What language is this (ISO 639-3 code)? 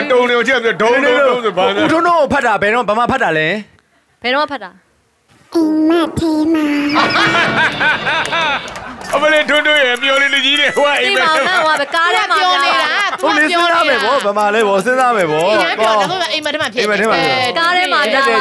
mya